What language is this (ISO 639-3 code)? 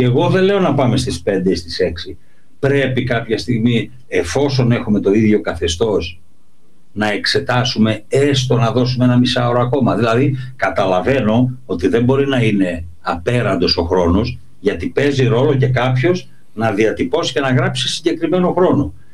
ell